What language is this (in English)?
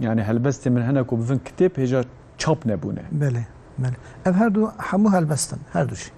Kurdish